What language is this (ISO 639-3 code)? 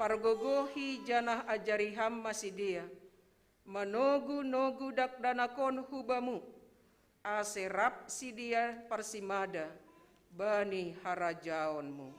bts